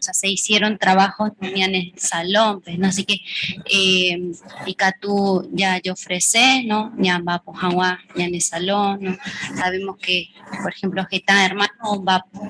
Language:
Guarani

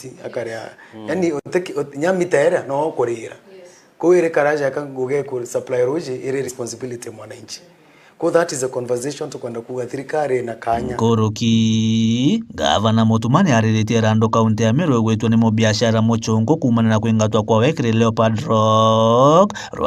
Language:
Meru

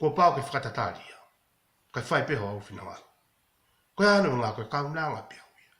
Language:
Tongan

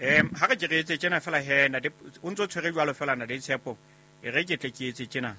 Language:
Southern Sotho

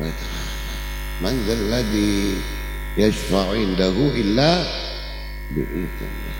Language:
Madurese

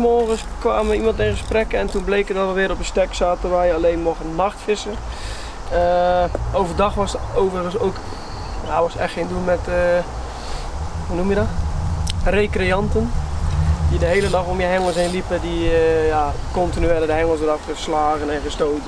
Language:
Dutch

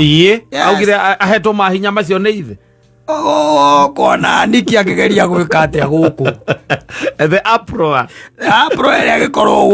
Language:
Kikuyu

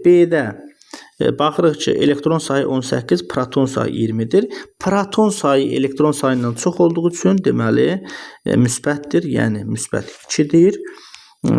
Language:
Azerbaijani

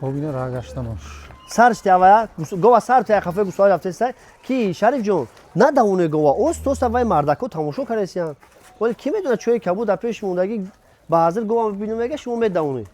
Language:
Tajik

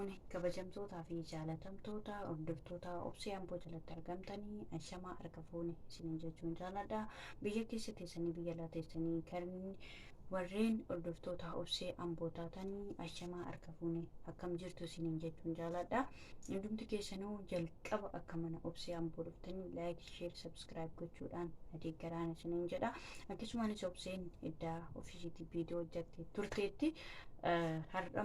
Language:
Oromo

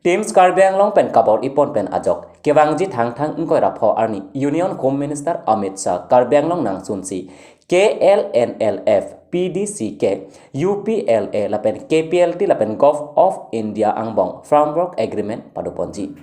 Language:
Karbi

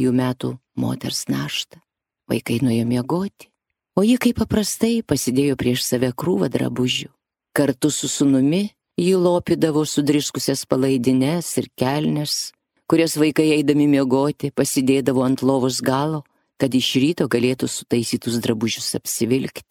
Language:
Lithuanian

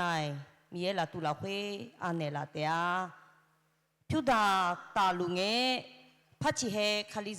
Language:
Akha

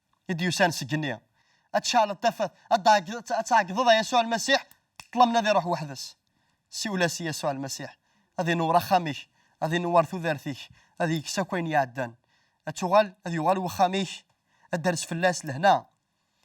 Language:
Kabyle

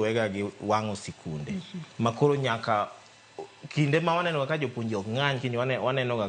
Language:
Luo (Kenya and Tanzania)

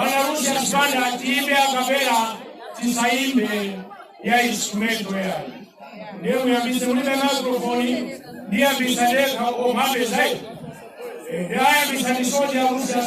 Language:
Nyanja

